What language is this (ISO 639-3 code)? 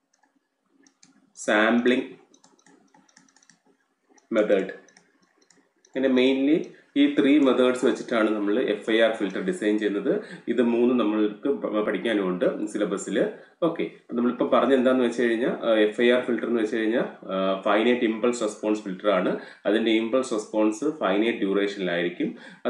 mal